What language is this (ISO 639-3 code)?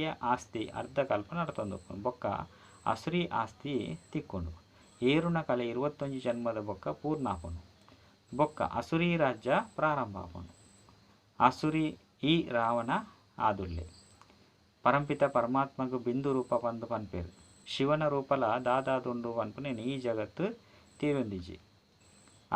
tcy